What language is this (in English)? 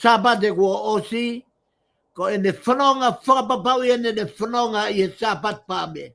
Tongan